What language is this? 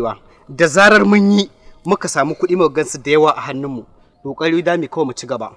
Hausa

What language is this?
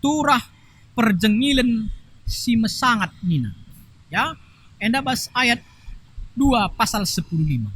Batak Karo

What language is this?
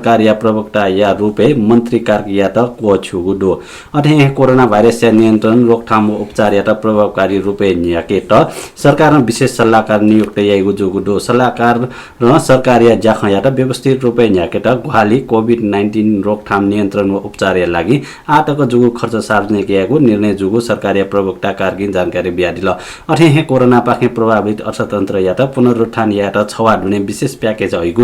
Newari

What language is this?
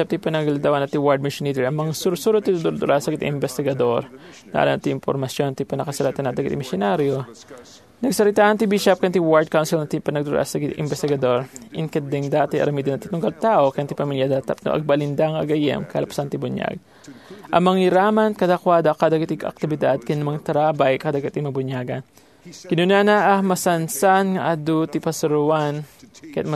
Iloko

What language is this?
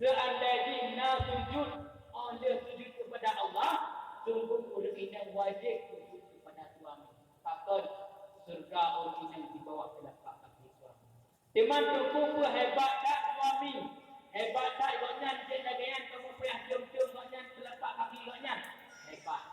Achinese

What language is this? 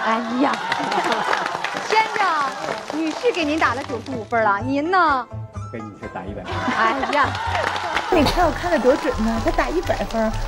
Chinese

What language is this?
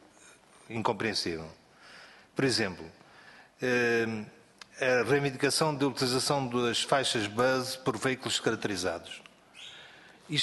Portuguese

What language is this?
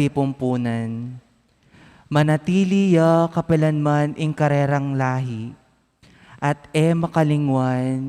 Pampanga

